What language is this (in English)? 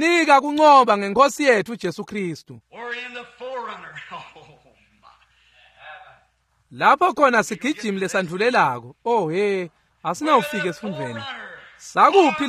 Swati